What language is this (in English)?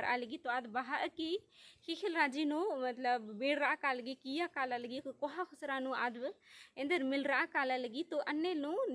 Kurukh